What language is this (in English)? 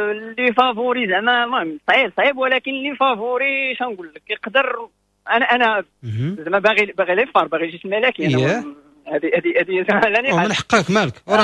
Moroccan Arabic